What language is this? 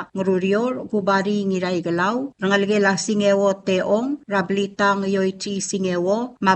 Palauan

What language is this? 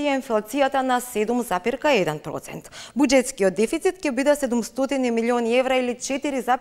Macedonian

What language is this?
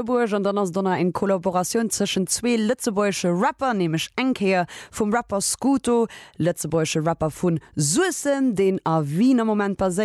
Luxembourgish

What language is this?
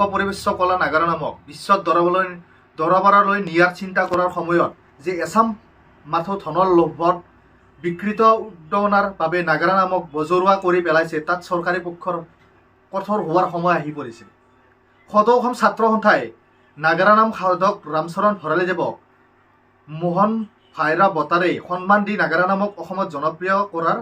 Assamese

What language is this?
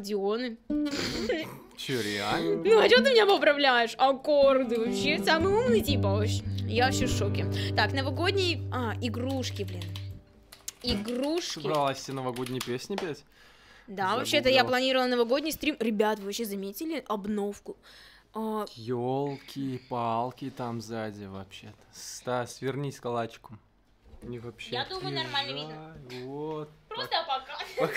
Russian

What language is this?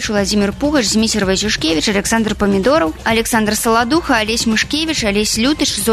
Belarusian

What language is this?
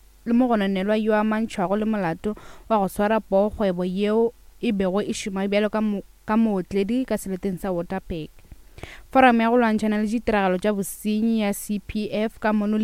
Northern Sotho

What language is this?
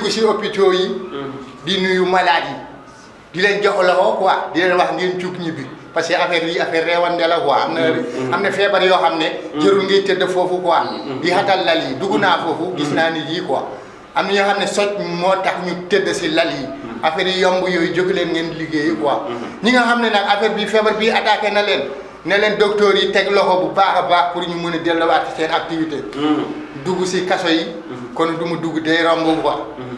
Wolof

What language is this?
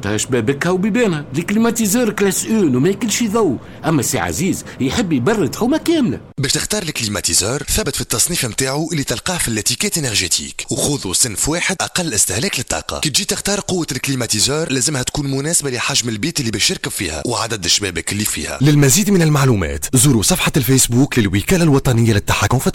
Tunisian Arabic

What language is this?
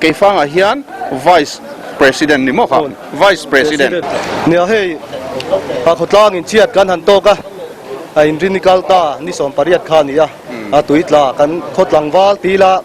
Mizo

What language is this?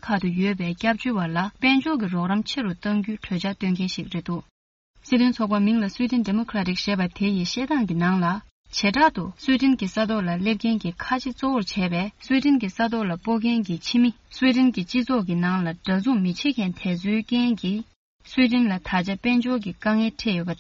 Tibetan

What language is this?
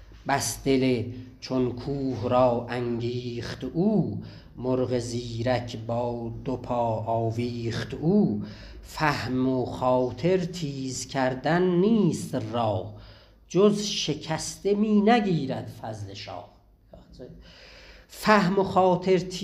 South Azerbaijani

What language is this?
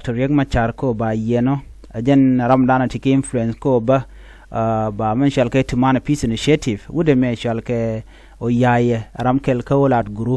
Nuer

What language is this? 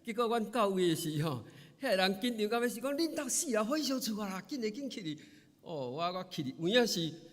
Min Nan Chinese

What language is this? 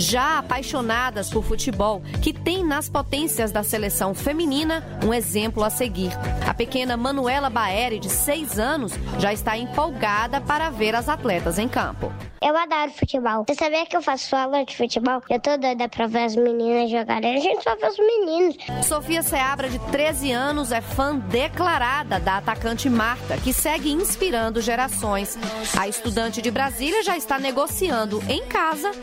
Portuguese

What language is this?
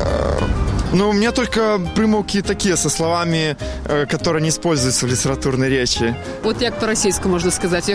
Belarusian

